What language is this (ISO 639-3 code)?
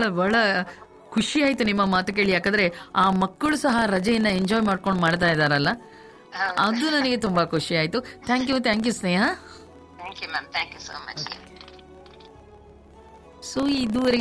kan